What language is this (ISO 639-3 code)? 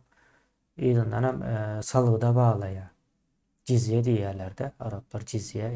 tuk